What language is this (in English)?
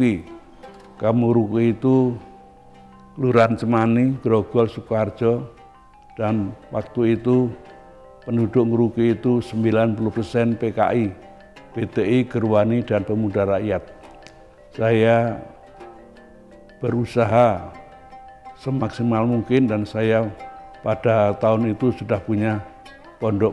Indonesian